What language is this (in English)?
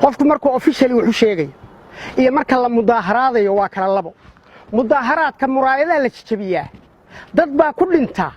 Somali